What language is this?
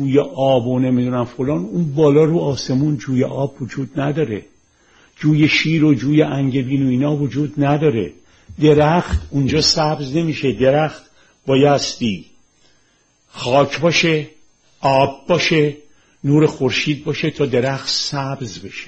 Persian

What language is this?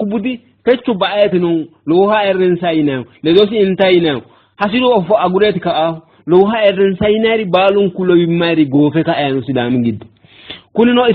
Sidamo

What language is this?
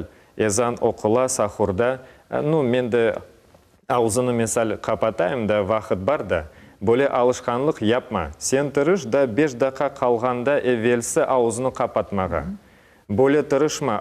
Crimean Tatar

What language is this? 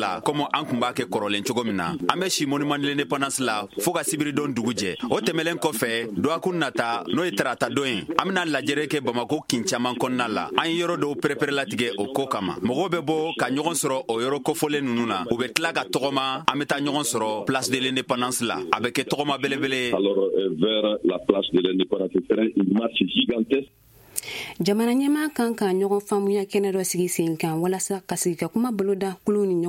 Bambara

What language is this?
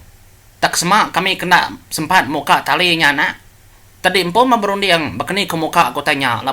Iban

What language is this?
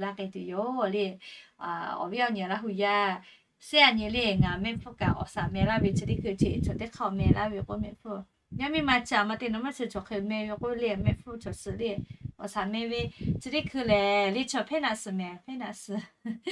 Lahu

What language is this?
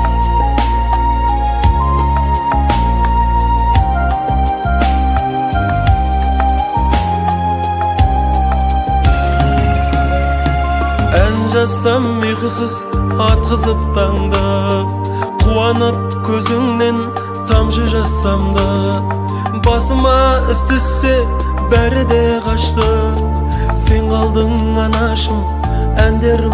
Kazakh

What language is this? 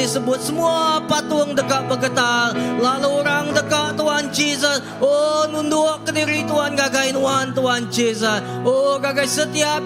Iban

